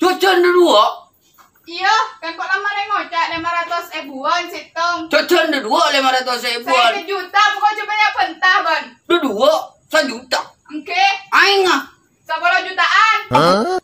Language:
Madurese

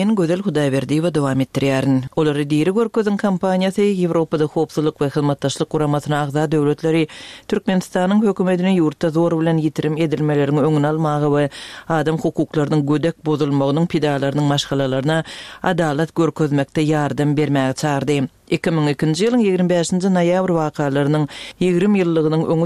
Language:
Turkmen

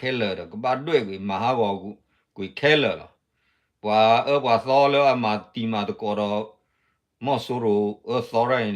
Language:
S'gaw Karen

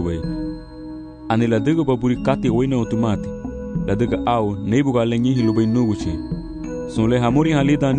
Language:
Garifuna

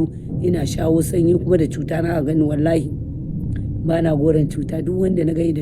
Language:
Hausa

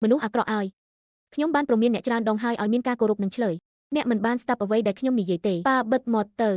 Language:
Khmer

